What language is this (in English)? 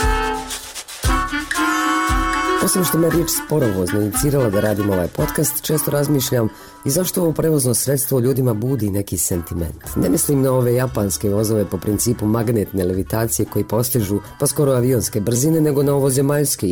Bosnian